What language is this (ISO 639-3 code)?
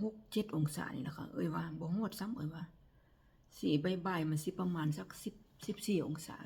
tts